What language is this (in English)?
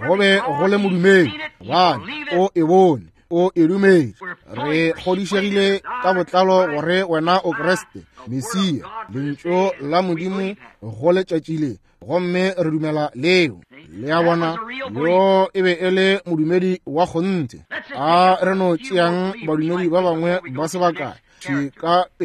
Northern Sotho